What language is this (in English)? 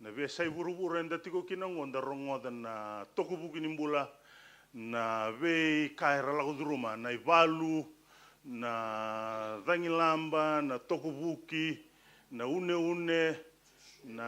Fijian